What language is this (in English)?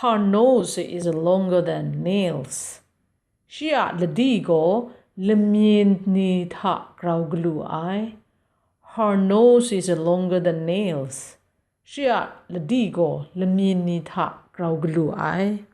Kachin